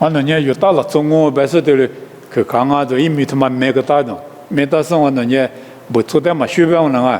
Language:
Lisu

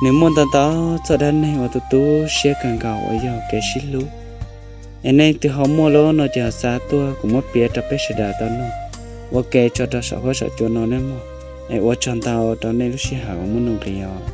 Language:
Hmong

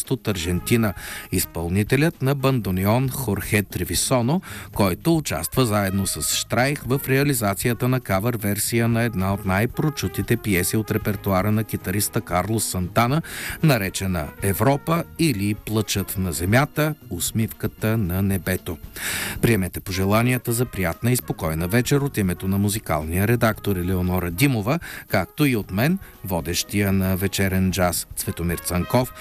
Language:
Bulgarian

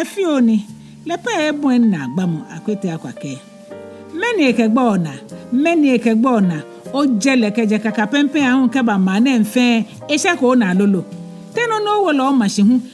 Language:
Ga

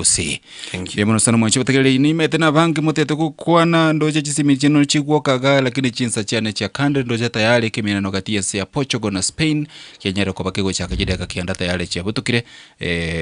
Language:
Gusii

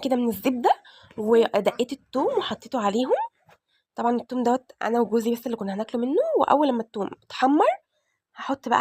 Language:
Egyptian Arabic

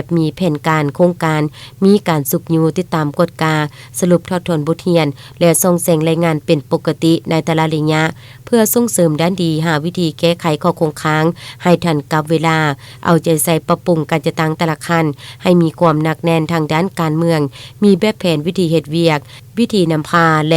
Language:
Lao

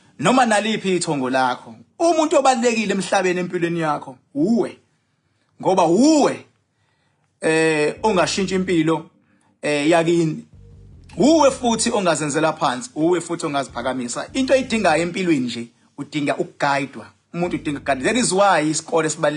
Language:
Zulu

